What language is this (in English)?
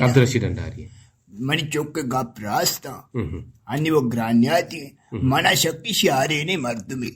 Eastern Balochi